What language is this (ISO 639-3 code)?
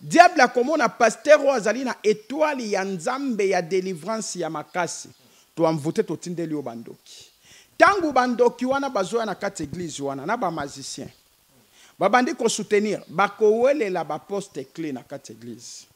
lin